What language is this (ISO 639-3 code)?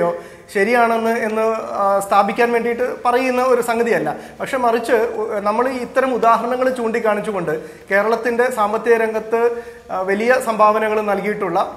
mal